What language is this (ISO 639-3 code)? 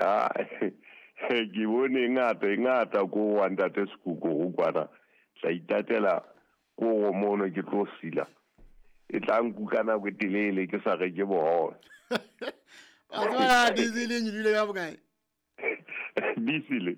sot